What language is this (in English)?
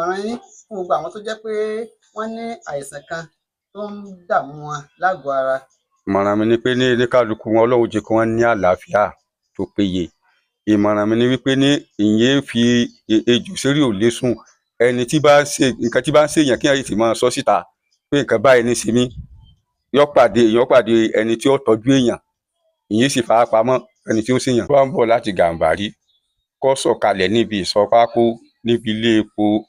Yoruba